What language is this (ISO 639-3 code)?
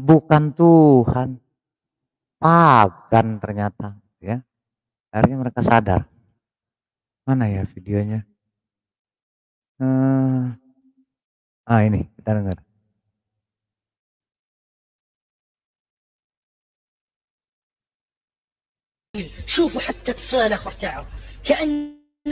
ind